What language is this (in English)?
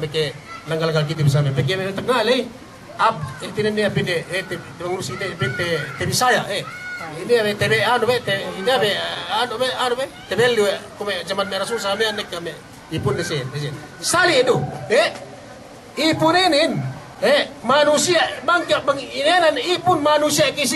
Yakan